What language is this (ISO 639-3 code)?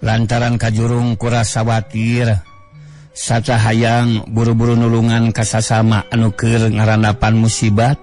sun